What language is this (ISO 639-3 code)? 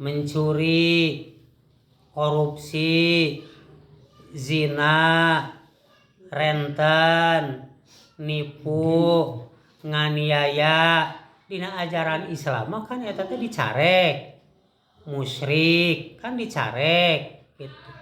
sun